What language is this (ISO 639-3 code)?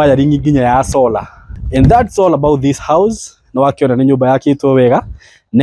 kik